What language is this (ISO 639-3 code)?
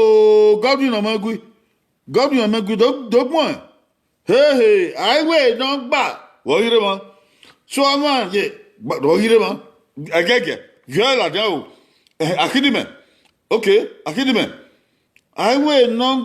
bin